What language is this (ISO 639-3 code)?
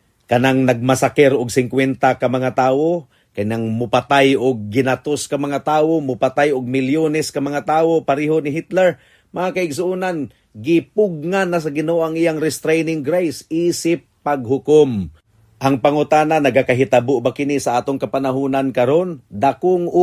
ceb